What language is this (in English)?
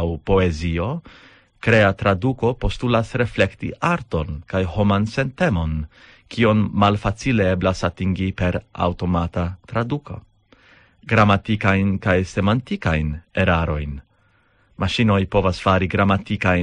Esperanto